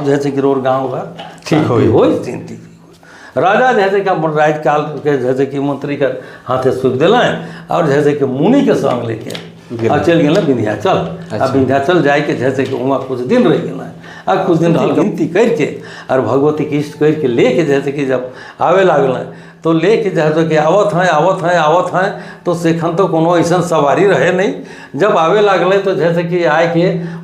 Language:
Sadri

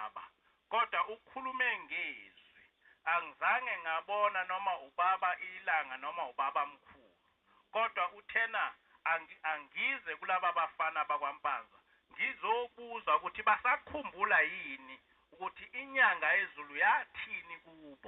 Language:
Zulu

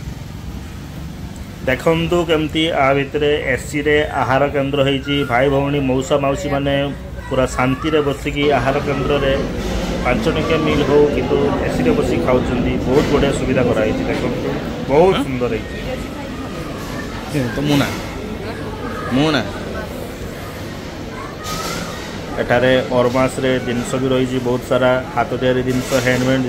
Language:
Odia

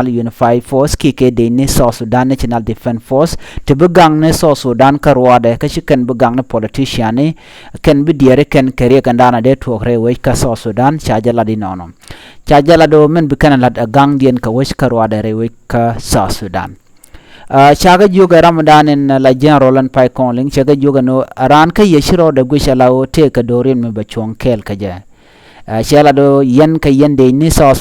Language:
Nuer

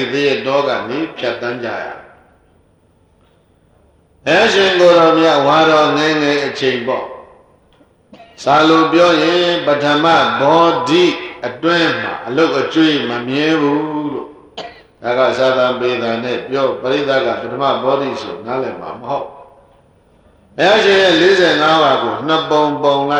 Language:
Burmese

